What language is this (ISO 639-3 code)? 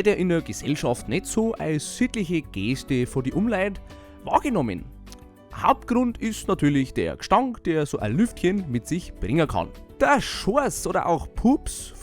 bar